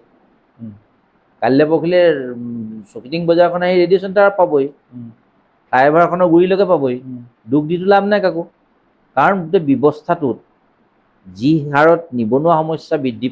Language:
Assamese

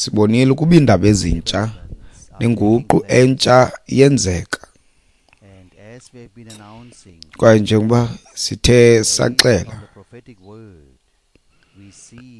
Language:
Xhosa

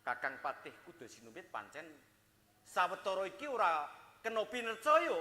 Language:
Javanese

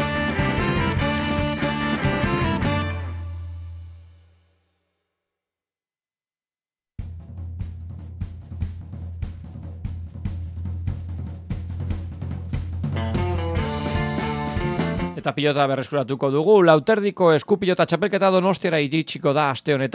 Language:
Basque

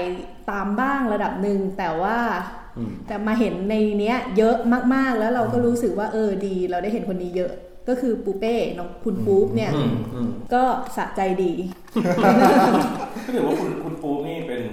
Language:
Thai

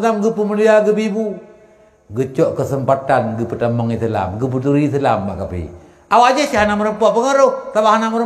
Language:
Achinese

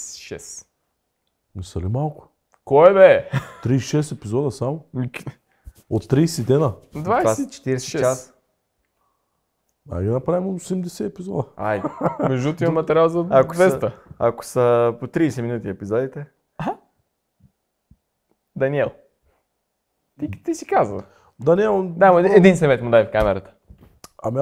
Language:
Bulgarian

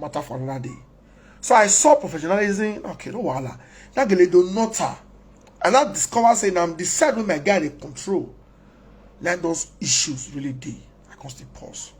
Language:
Nigerian Pidgin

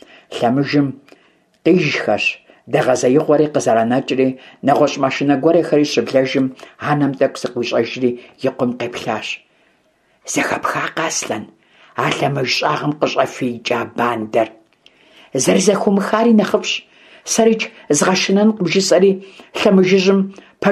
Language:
Kabardian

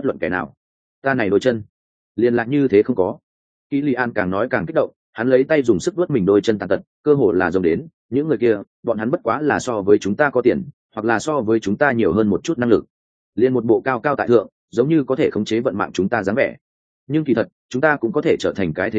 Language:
Vietnamese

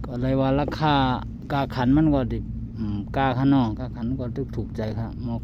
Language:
Shan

